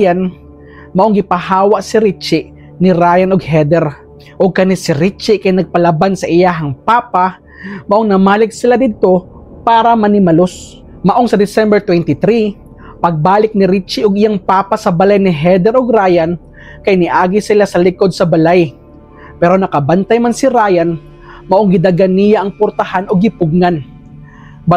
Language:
Cebuano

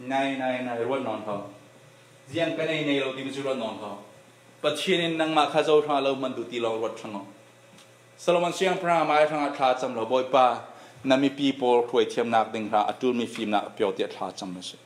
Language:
Falam Chin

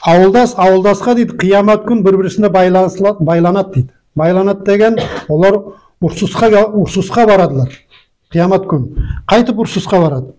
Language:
Nogai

